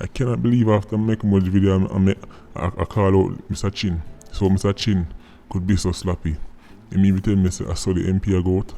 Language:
Jamaican Creole English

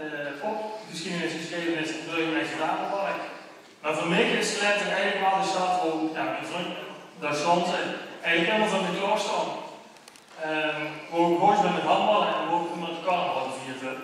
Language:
Limburgish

